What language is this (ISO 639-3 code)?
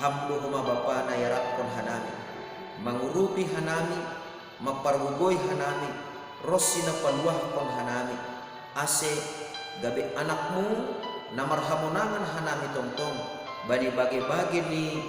bts